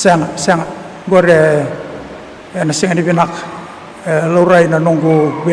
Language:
Fijian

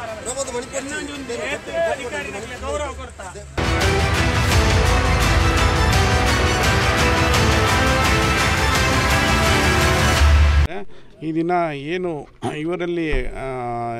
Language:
Kannada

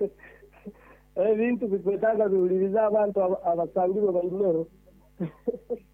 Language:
Nyoro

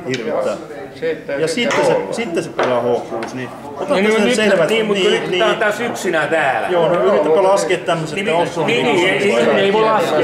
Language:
Finnish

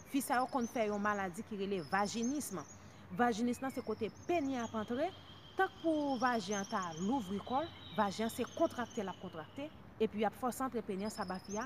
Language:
Haitian Creole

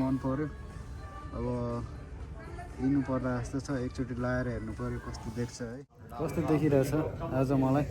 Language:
Nepali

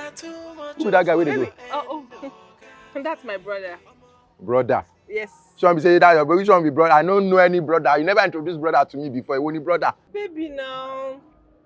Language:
Nigerian Pidgin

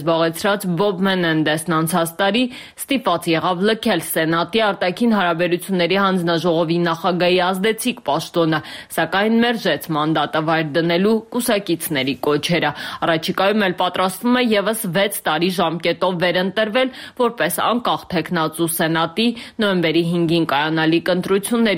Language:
Armenian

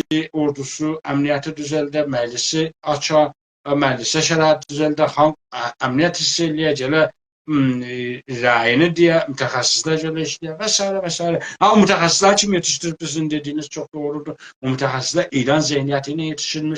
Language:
South Azerbaijani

